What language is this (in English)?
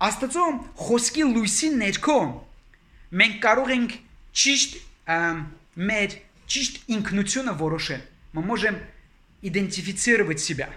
Armenian